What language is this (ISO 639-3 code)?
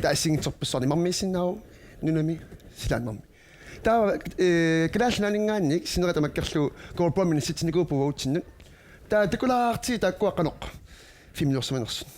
kal